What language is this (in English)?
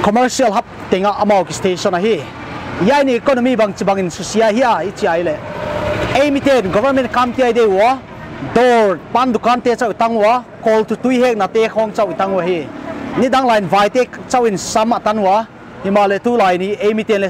Paite Chin